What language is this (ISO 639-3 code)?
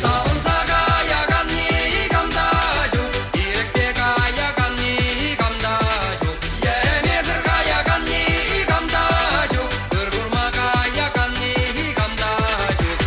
chv